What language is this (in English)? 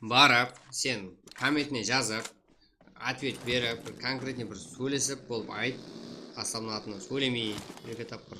Kara-Kalpak